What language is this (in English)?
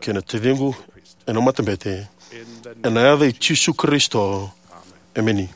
Fijian